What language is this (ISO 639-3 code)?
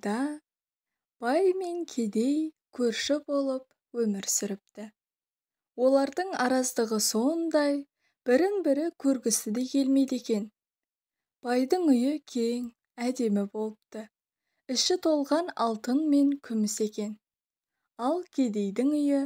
kaz